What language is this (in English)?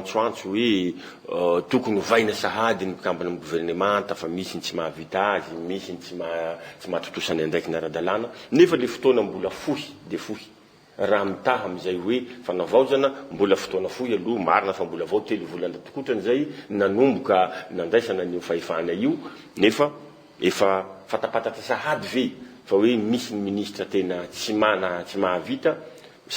Malagasy